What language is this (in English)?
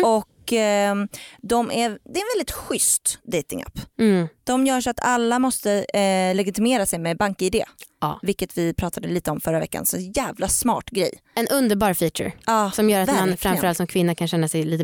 Swedish